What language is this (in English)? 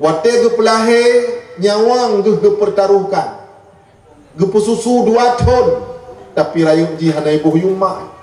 Achinese